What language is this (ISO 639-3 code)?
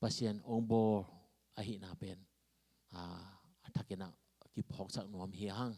ctd